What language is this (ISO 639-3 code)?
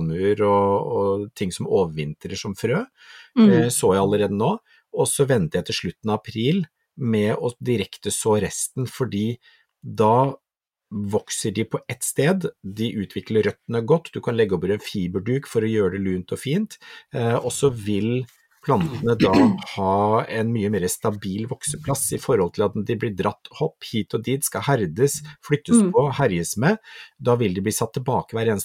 nor